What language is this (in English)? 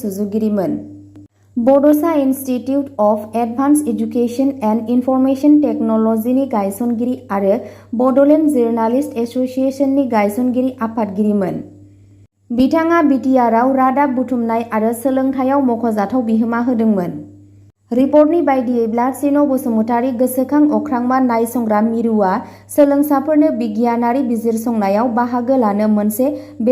Bodo